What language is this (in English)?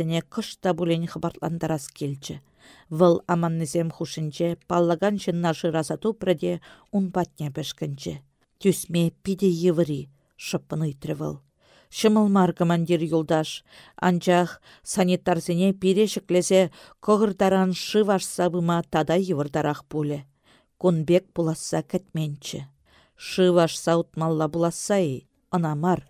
Chuvash